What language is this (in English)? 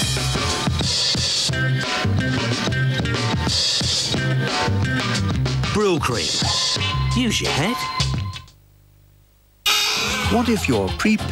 English